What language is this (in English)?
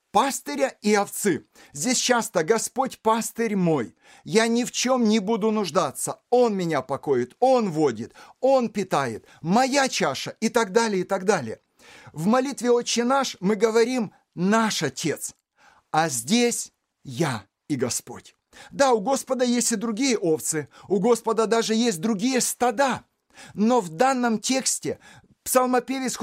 Russian